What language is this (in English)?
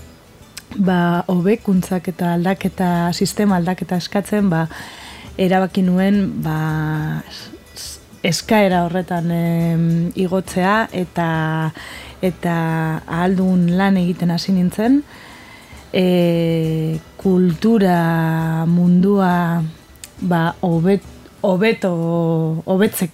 Basque